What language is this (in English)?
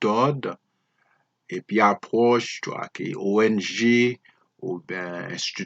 Haitian Creole